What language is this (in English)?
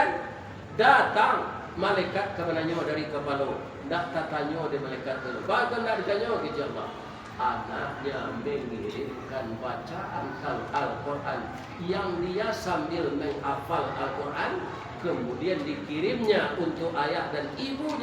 Minangkabau